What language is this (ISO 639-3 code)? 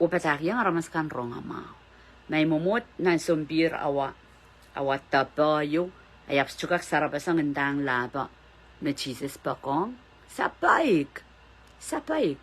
pon